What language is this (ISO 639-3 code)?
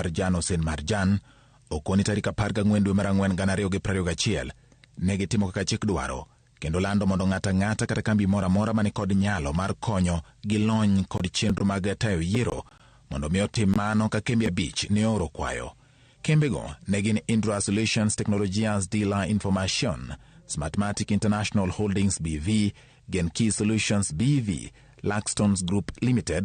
luo